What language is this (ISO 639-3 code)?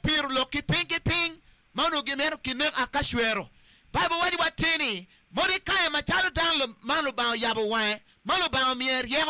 ach